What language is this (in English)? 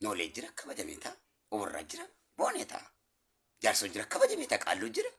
Oromo